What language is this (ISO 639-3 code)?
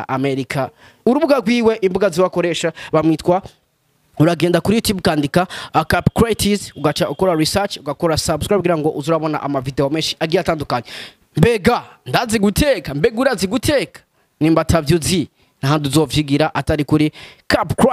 run